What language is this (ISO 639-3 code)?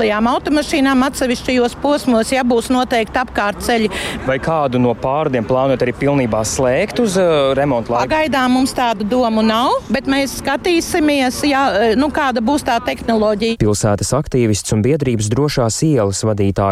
lav